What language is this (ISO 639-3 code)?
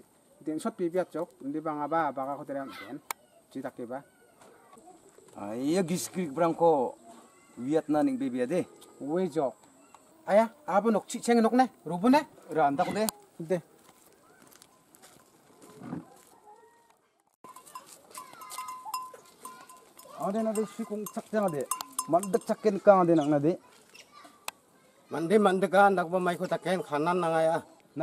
kor